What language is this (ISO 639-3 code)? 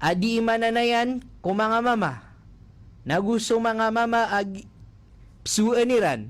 mrw